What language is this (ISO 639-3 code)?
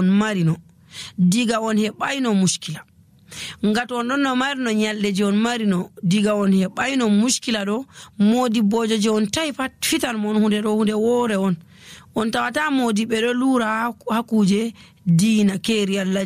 fuv